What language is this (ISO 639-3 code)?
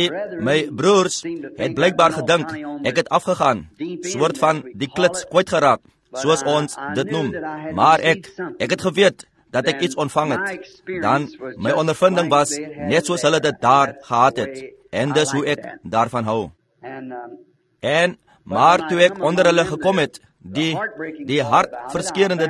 afr